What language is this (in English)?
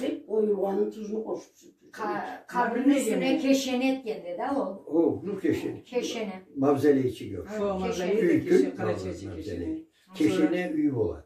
Karachay-Balkar